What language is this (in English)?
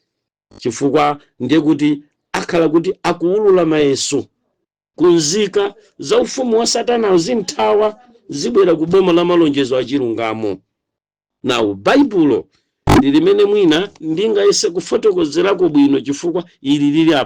Nyanja